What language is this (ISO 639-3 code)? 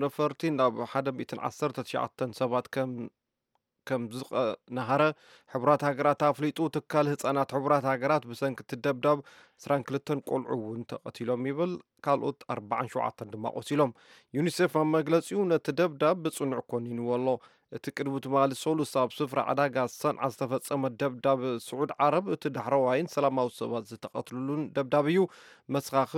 tir